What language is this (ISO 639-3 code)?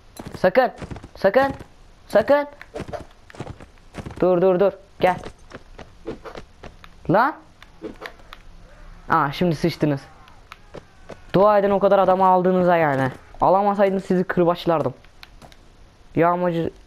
tur